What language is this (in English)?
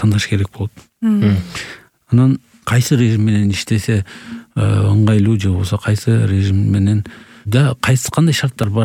Kyrgyz